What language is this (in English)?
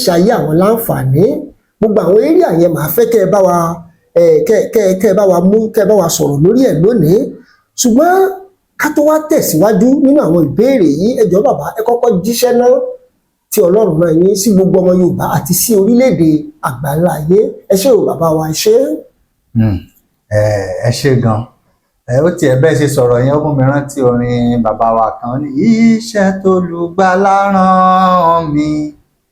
Yoruba